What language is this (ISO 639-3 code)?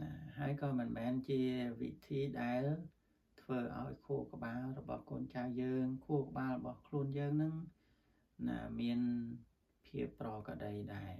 khm